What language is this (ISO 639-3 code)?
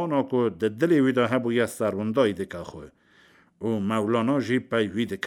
kur